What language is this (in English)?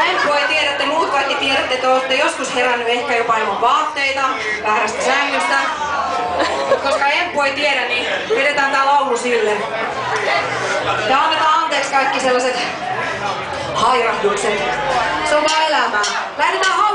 Finnish